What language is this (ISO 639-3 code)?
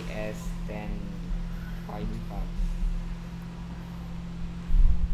kor